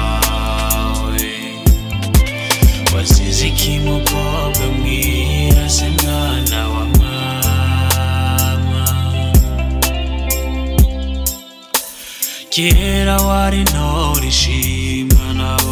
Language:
Rundi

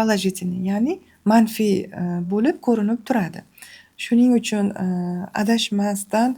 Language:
Uzbek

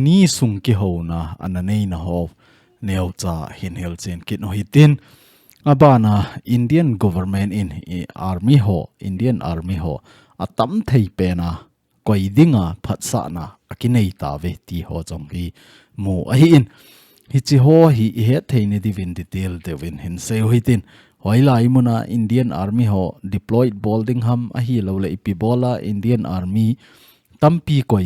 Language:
Thado Chin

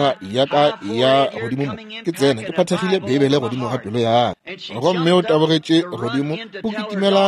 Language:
Northern Sotho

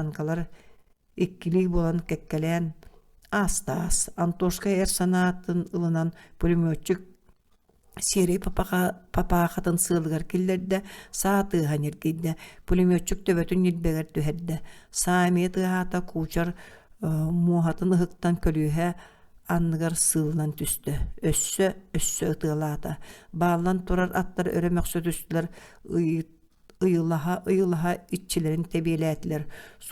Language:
Yakut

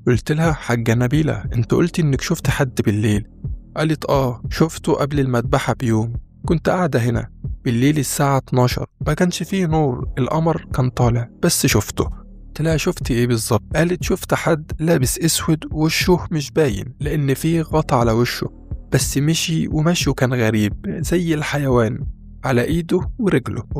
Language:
Egyptian Arabic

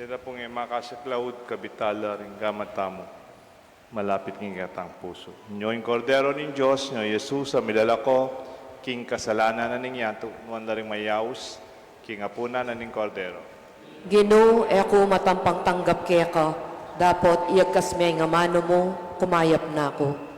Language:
Pampanga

